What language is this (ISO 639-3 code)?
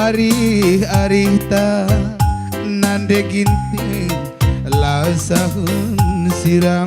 btx